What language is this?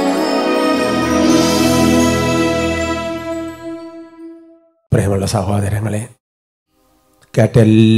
Malayalam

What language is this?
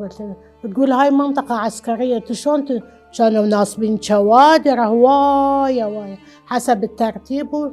Mesopotamian Arabic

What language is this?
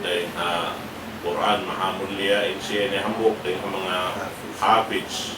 Tausug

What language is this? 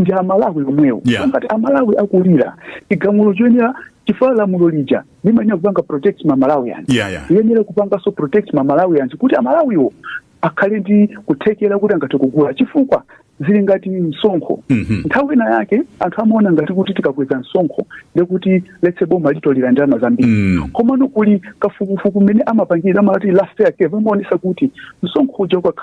Nyanja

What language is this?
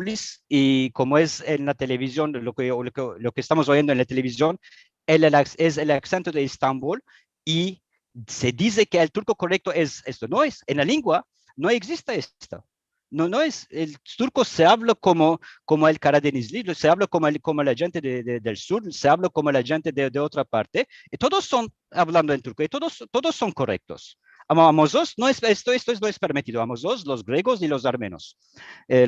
Ladino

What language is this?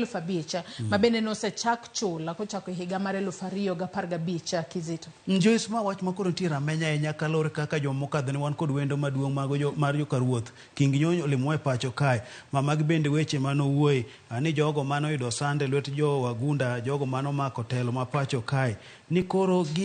Luo (Kenya and Tanzania)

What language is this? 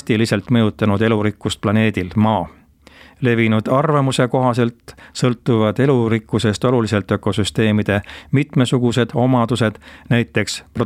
Estonian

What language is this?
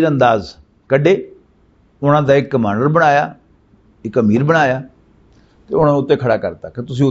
Western Panjabi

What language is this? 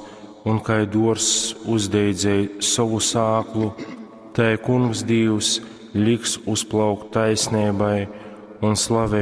Latgalian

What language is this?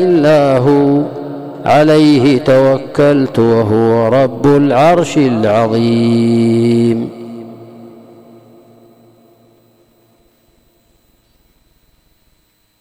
Arabic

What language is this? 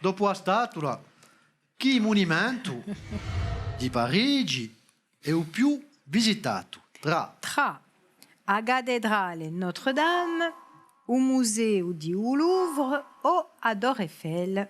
Corsican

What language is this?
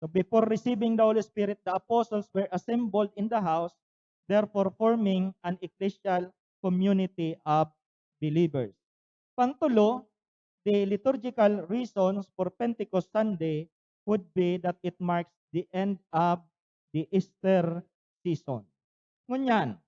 Bikol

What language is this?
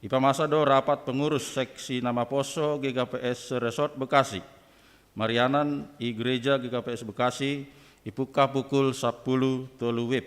Batak Simalungun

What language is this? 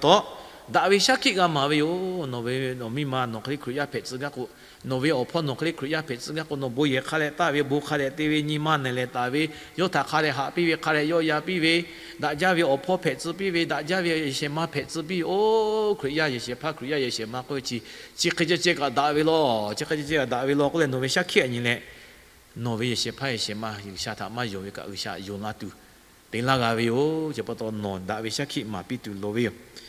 Lahu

